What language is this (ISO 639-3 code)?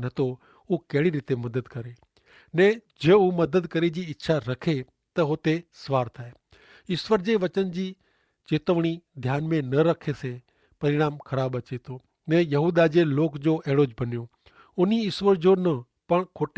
kfr